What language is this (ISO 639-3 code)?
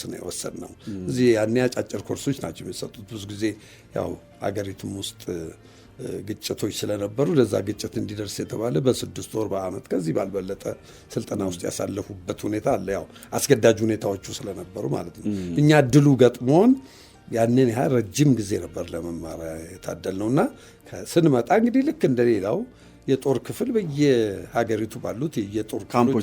amh